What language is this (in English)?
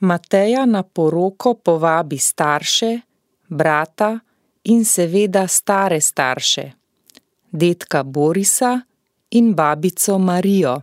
Slovenian